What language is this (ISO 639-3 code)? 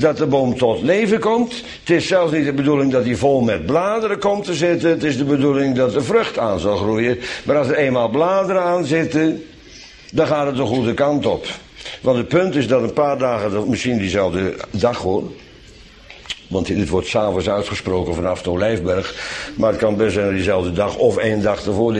nld